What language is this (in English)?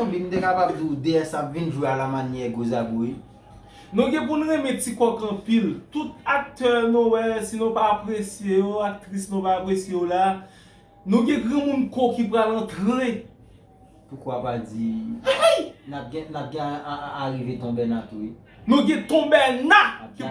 Haitian Creole